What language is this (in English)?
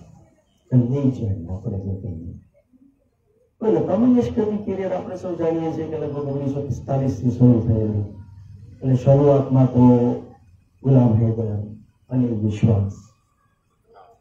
Gujarati